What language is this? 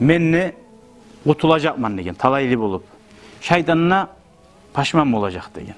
Kumyk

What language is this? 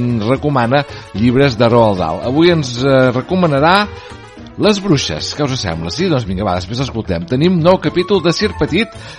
Catalan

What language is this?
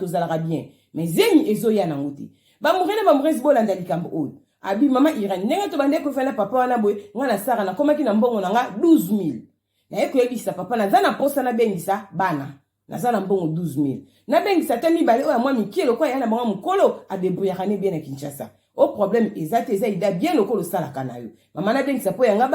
Lingala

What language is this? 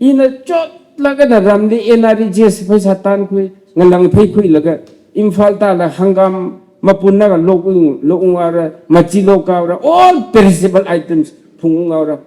Tangkhul Naga (India)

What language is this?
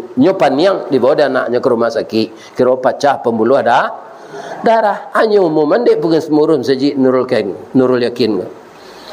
Minangkabau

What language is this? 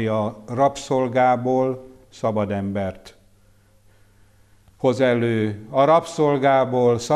Hungarian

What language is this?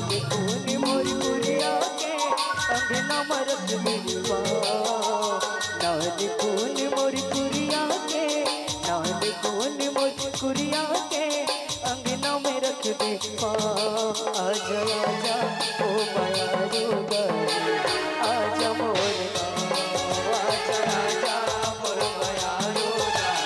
Chhattisgarhi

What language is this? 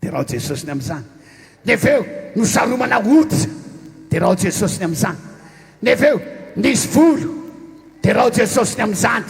Malagasy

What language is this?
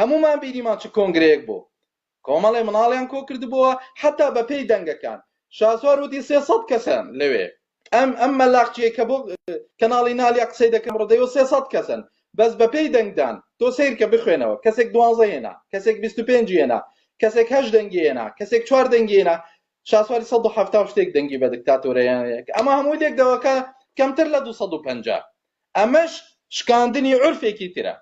Central Kurdish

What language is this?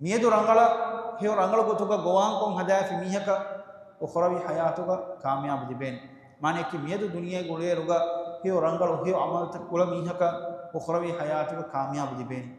Divehi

